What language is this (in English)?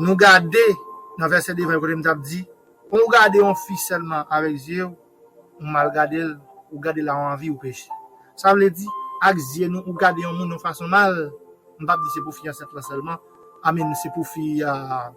Haitian Creole